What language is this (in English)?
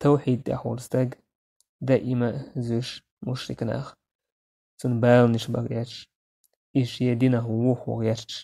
Chechen